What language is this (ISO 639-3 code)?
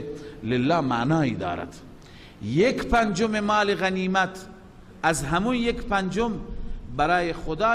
fas